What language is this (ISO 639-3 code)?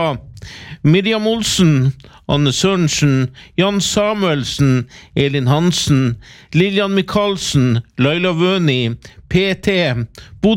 nor